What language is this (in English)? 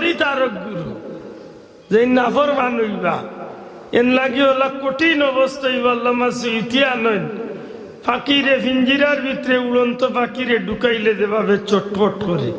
Sylheti